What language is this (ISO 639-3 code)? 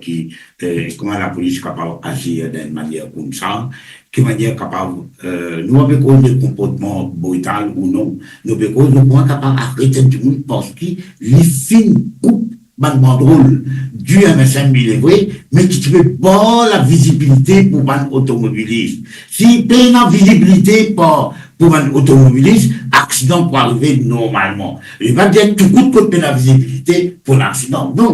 mfe